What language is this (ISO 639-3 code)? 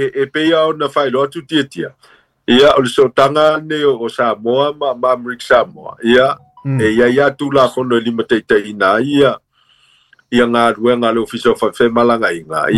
smo